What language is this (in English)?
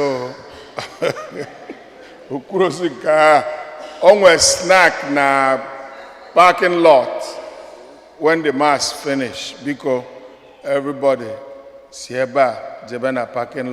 Igbo